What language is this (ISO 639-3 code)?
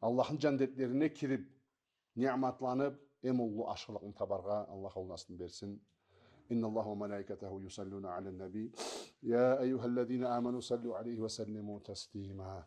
krc